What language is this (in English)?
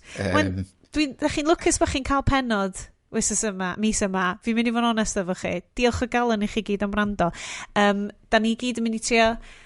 Welsh